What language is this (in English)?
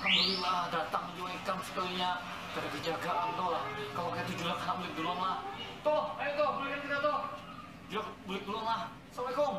Banjar